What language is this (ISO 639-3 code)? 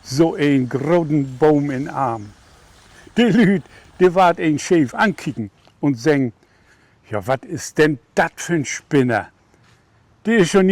nds